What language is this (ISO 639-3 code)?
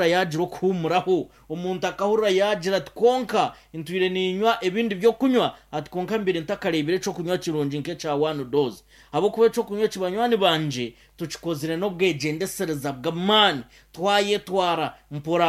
nyn